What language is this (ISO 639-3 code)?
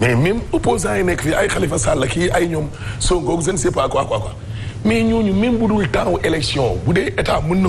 wol